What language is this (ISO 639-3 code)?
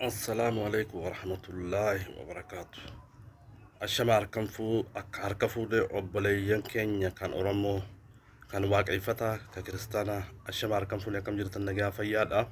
orm